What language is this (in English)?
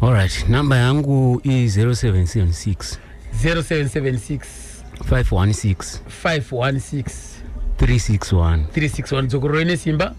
Shona